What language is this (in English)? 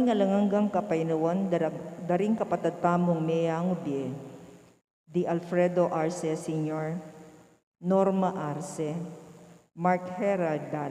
Pampanga